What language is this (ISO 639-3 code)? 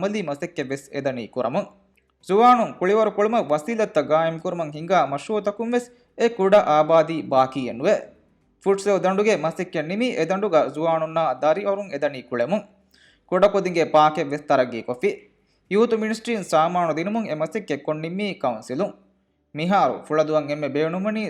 div